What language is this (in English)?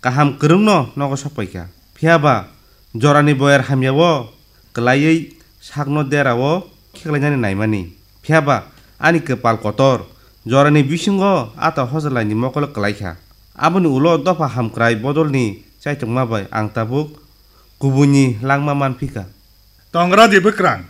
Kok Borok